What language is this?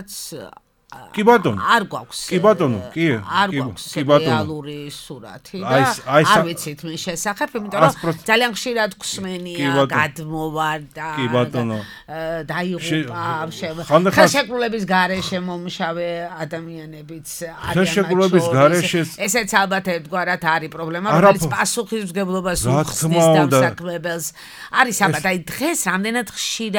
Georgian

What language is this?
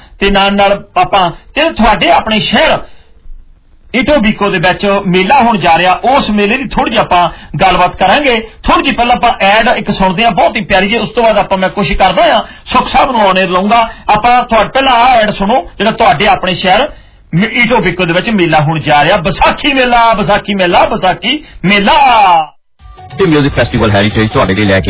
Punjabi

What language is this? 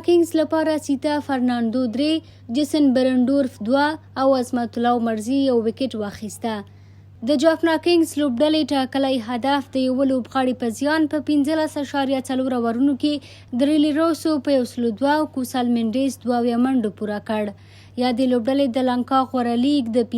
Pashto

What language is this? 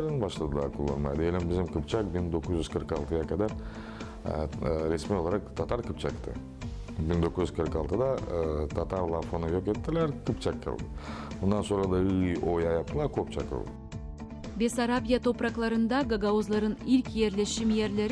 Gagauz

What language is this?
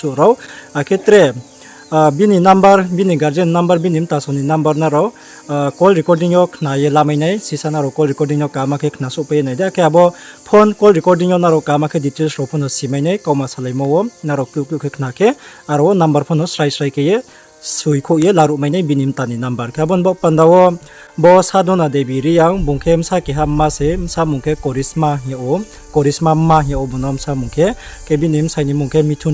Riang (India)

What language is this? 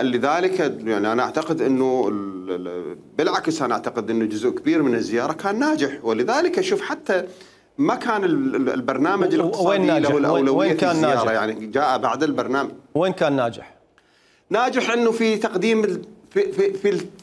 Mesopotamian Arabic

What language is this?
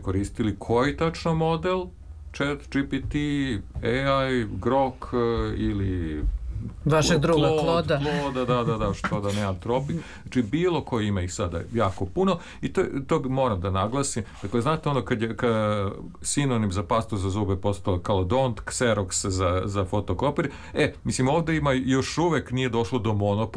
Serbian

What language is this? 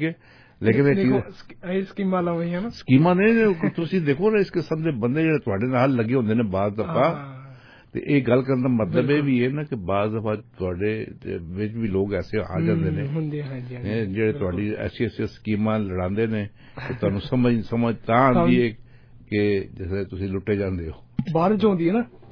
Punjabi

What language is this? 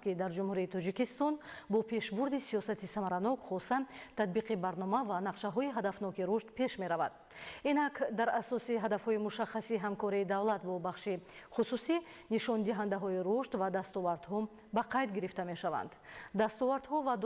Tajik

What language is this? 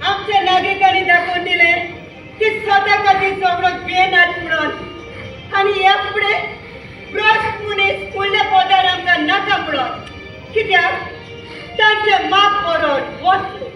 Konkani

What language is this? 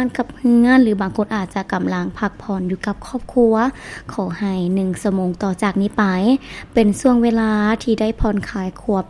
Lao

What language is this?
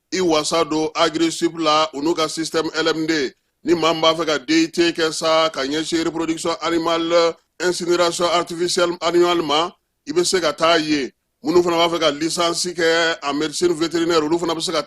Bambara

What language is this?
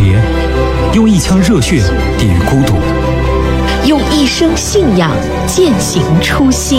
Chinese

